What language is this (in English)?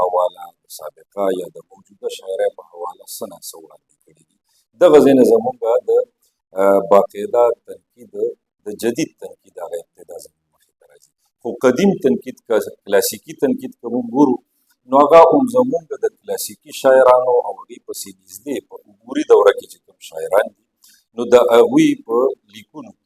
Pashto